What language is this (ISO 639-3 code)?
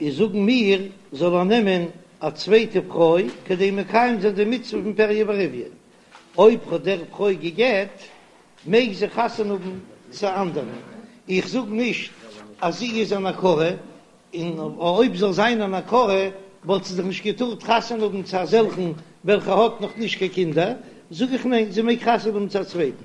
yid